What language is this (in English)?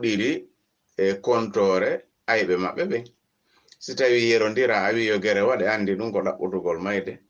Fula